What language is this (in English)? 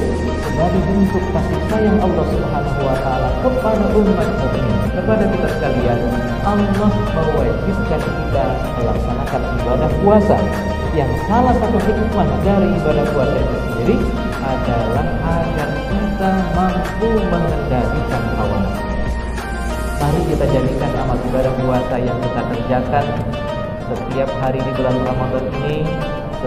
Indonesian